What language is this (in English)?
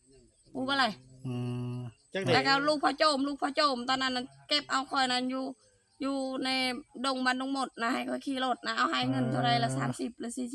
Northeastern Thai